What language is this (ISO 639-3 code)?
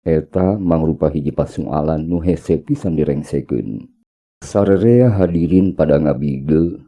sun